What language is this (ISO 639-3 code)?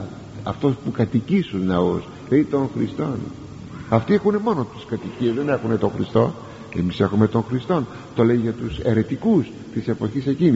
ell